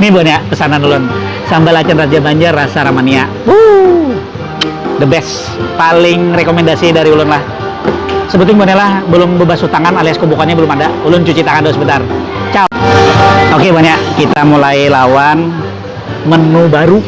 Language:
Banjar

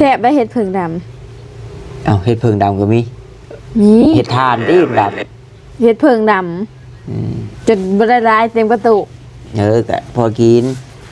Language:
Northeastern Thai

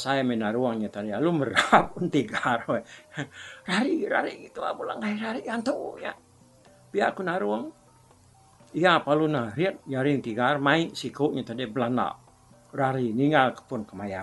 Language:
Iban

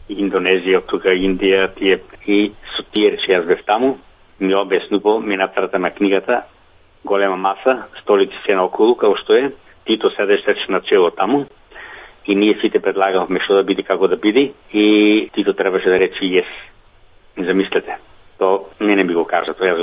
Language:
Macedonian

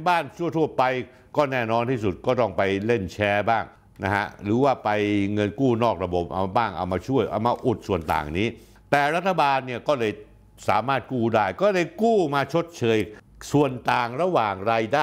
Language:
Thai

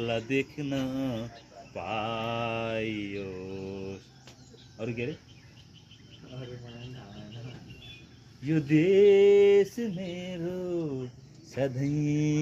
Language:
Nepali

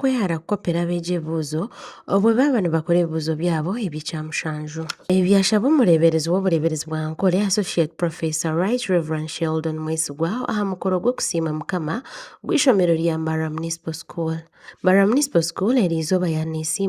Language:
Nyankole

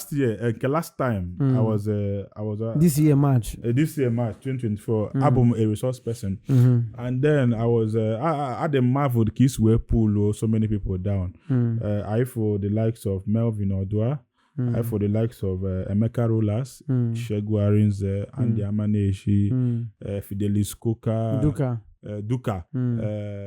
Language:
Igbo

